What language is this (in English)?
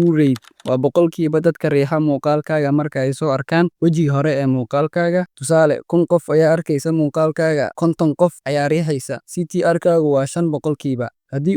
Somali